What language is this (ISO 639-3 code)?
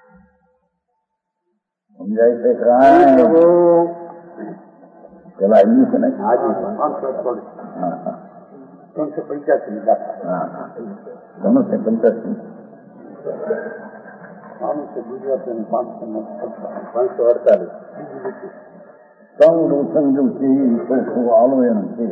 guj